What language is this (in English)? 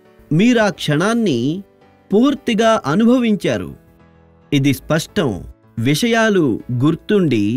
Telugu